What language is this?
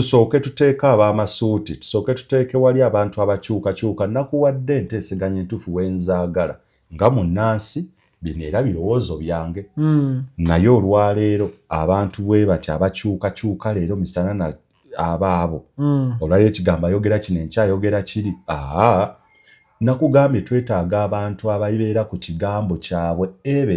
Ganda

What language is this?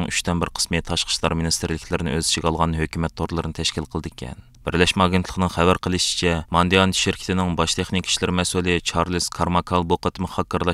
Uyghur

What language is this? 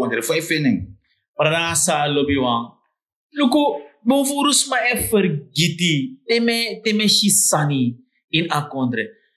Sranan Tongo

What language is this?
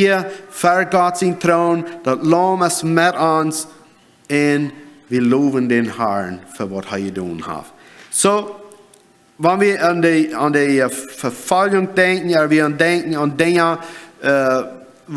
Plautdietsch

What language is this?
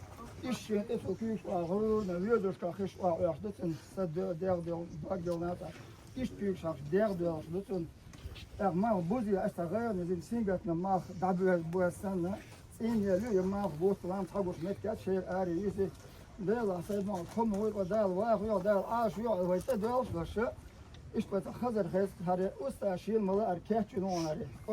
Chechen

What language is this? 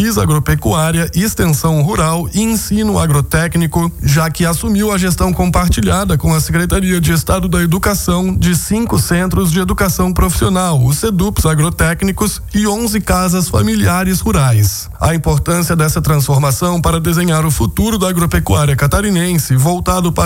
Portuguese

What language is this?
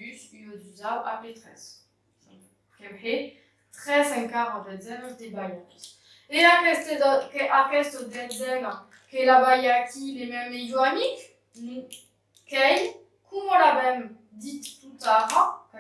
Occitan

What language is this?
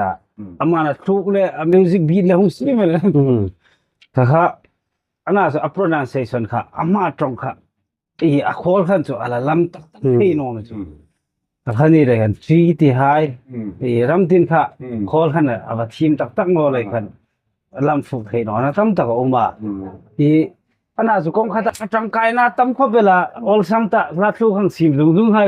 Hmar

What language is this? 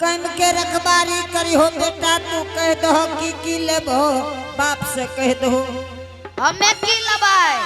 Angika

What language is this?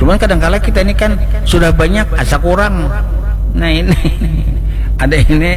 Banjar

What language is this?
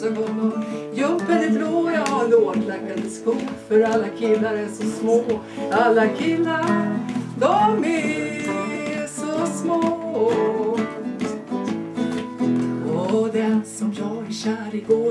Swedish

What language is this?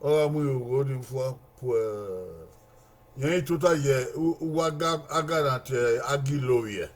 Bini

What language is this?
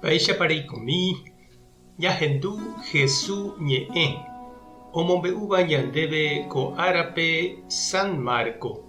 Guarani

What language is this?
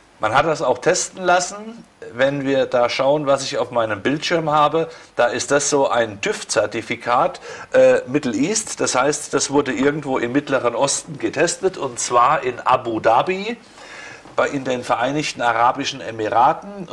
German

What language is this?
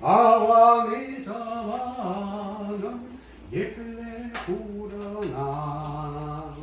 Chuvash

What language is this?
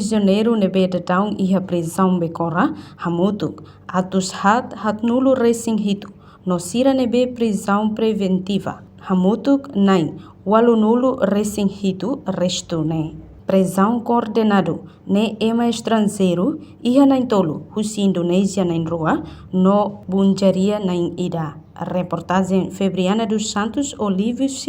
Tetum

